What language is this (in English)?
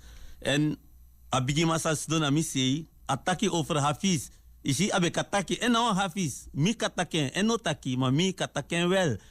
Sranan Tongo